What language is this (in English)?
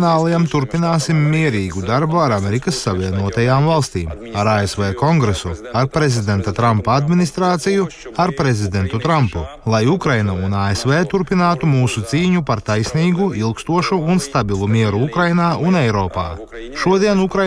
Latvian